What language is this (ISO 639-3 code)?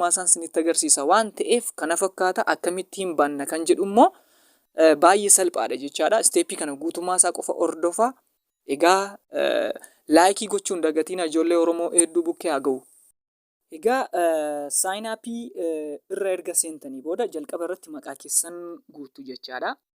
orm